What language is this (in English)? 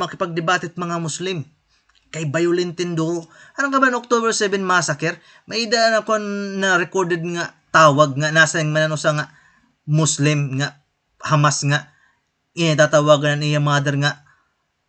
Waray